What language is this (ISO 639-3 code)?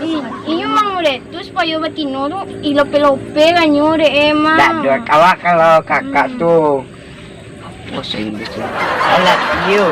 min